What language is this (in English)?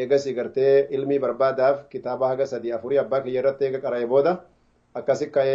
Oromo